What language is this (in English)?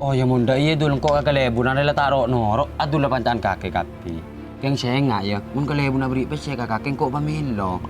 Madurese